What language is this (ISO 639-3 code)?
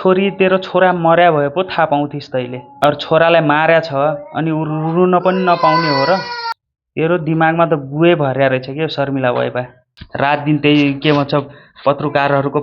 nep